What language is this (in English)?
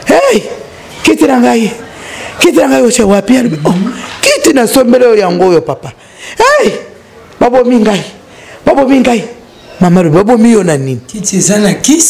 Lingala